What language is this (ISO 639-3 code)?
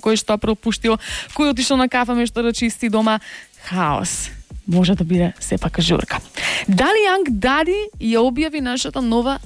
mkd